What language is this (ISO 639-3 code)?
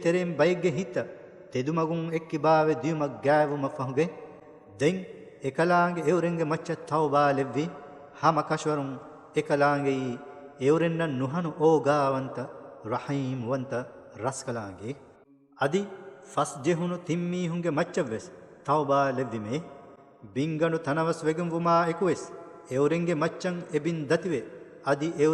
div